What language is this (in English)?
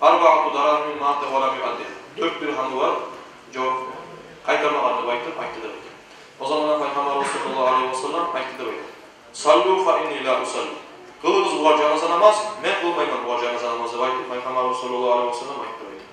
Kumyk